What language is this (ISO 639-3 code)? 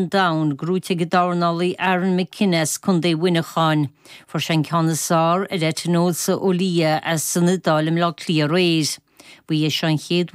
gle